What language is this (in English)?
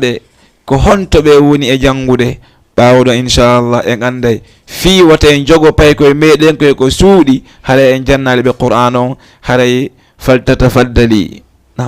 Fula